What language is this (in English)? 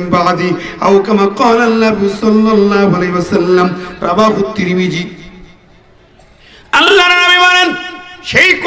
Bangla